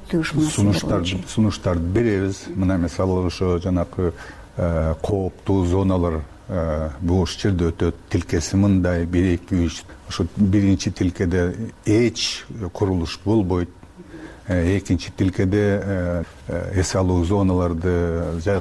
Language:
Kyrgyz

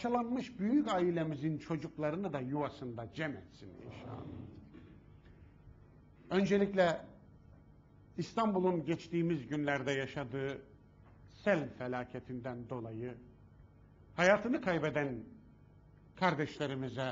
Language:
Turkish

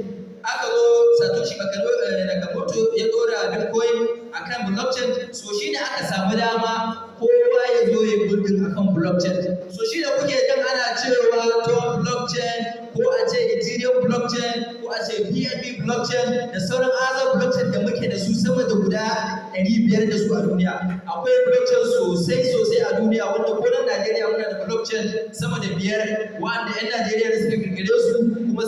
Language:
Hausa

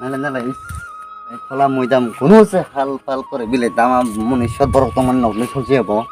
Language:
Kok Borok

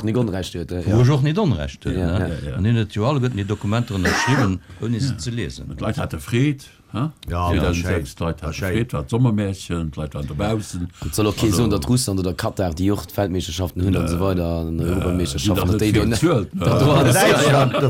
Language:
Luxembourgish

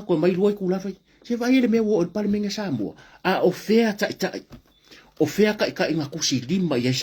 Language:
Samoan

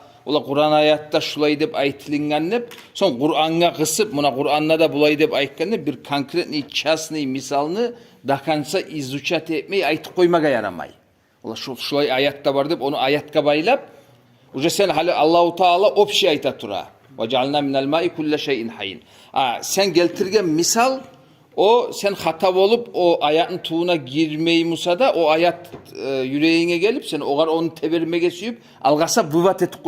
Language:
Kumyk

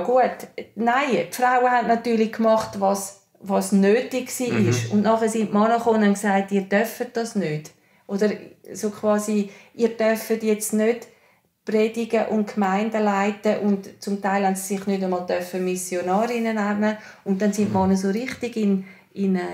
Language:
Swiss German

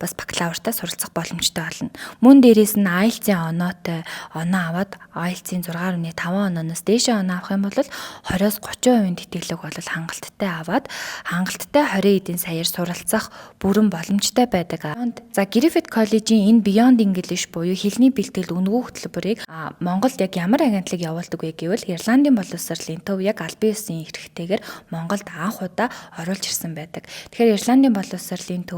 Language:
Mongolian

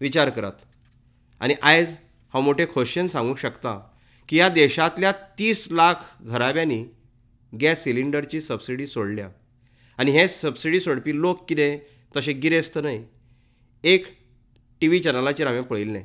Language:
Konkani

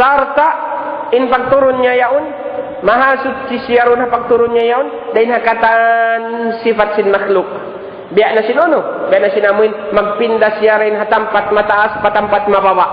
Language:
Tausug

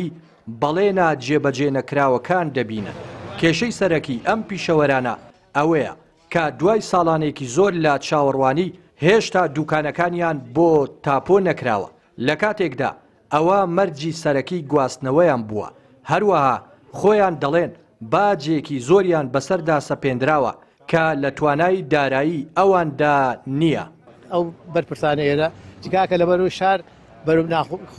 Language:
Central Kurdish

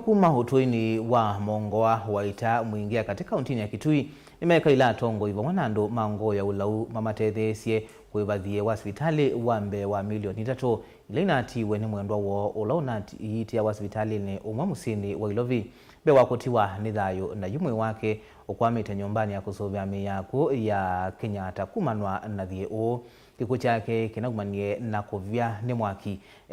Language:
Kamba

